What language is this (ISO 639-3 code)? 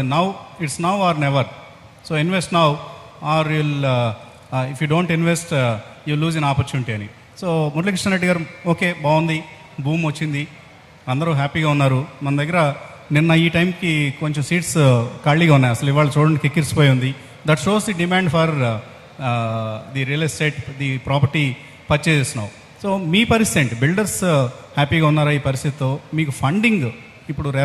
tel